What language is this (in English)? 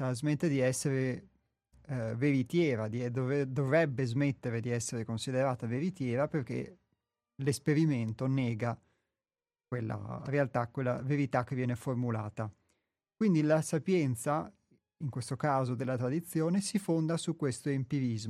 Italian